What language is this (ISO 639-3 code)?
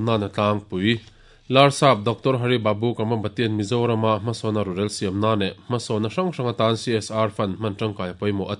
lus